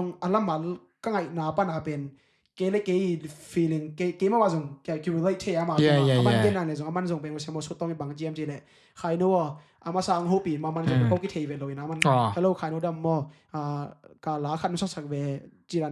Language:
Tedim Chin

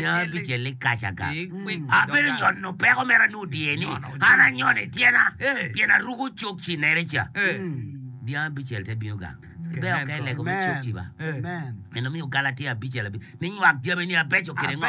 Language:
Acoli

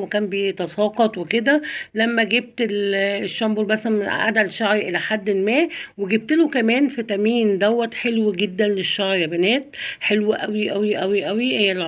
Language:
Egyptian Arabic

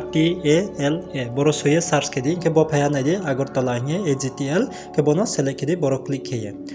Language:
Riang (India)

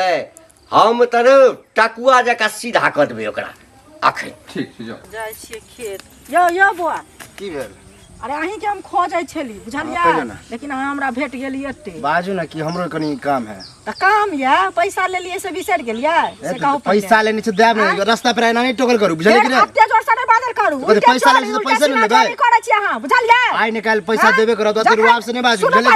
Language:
Maithili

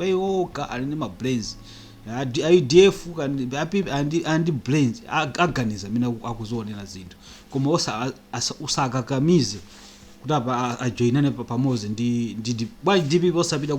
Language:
Nyanja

